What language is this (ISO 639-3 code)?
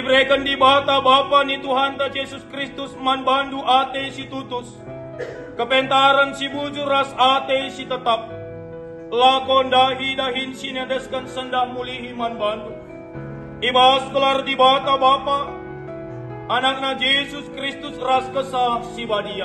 btx